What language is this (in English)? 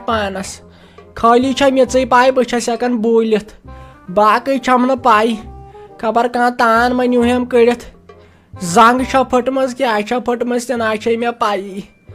Kashmiri